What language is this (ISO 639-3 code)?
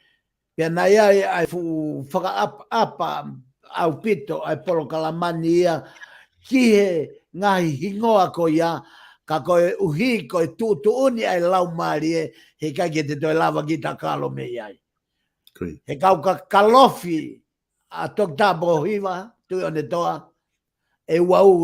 ton